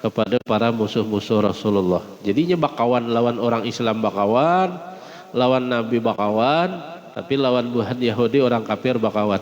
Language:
Banjar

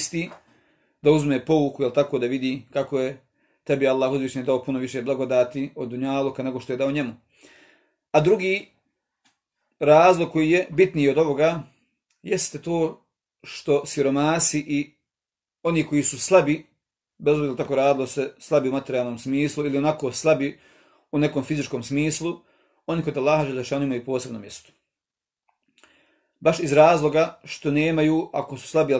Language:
Bosnian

